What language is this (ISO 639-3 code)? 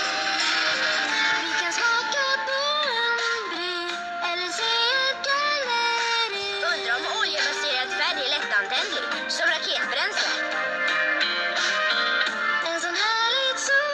swe